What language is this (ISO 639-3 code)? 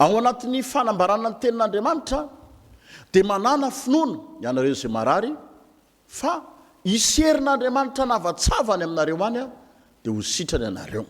mlg